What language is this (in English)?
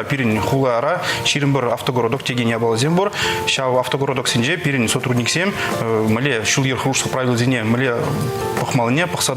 Chuvash